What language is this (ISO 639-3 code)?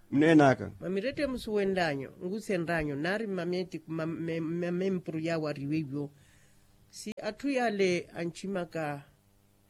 vmw